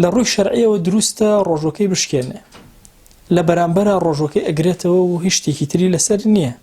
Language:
Central Kurdish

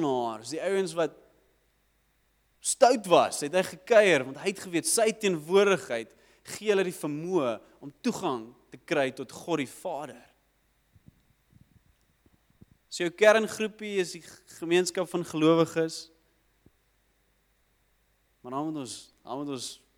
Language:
Afrikaans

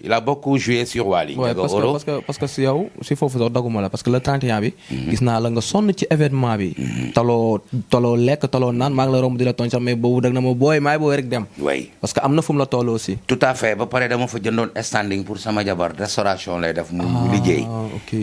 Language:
Wolof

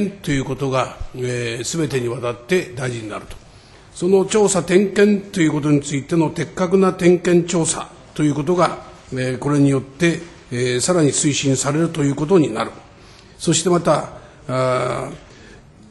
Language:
Japanese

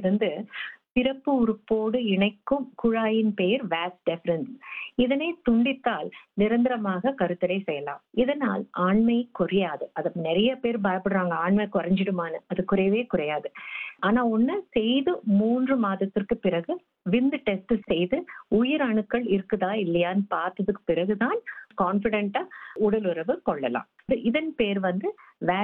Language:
Tamil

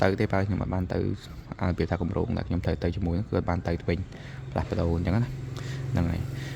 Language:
Khmer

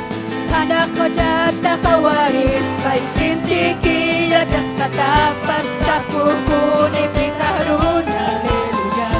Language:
Ayacucho Quechua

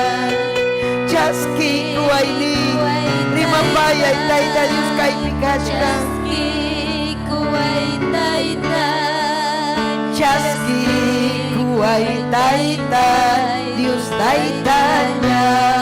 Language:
Ayacucho Quechua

